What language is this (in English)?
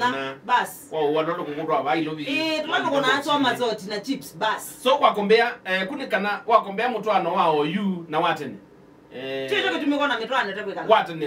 Kamba